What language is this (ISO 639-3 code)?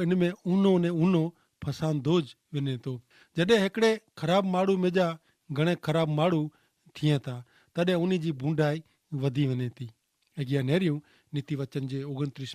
kfr